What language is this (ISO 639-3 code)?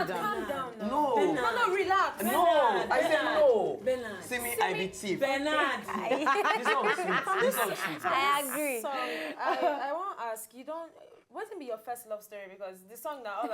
pcm